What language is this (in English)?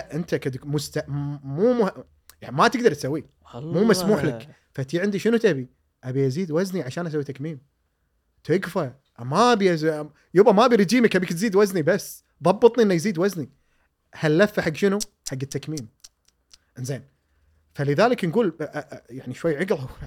Gulf Arabic